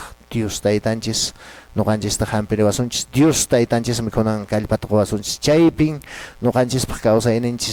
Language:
Quechua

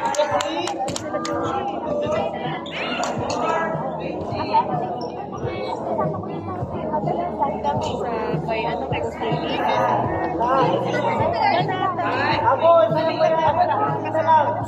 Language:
Filipino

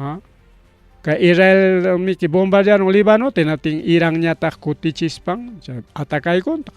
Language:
Ayacucho Quechua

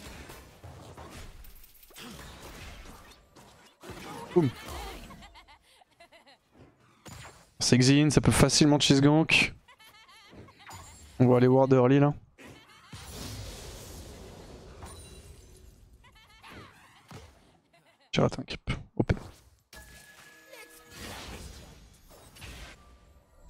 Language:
French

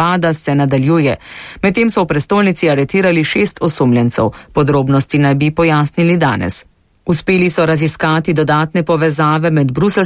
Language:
Slovenian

